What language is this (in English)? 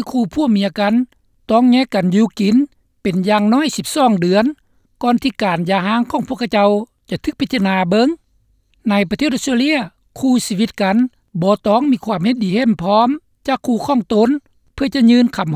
Lao